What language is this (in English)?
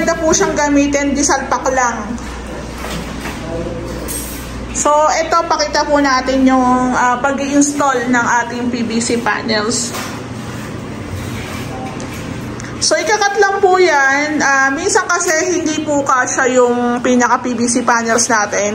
Filipino